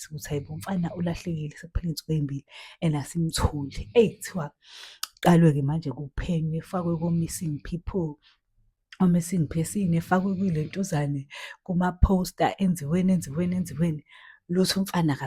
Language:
Zulu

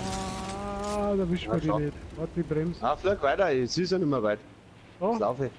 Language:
Bavarian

